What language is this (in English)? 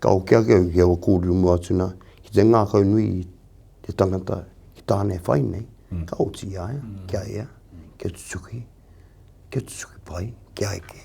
Māori